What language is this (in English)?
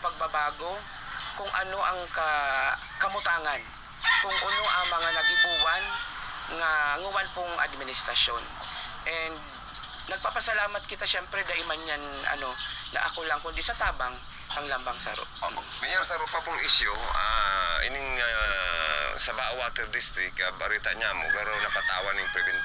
Bikol